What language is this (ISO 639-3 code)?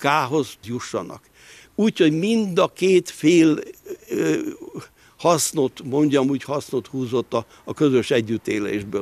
hun